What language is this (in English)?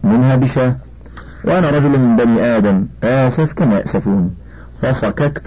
Arabic